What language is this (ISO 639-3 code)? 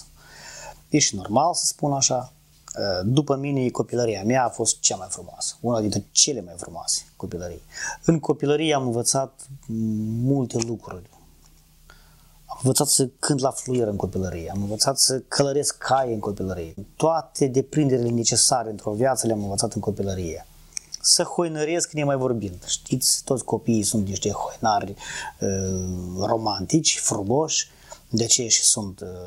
ron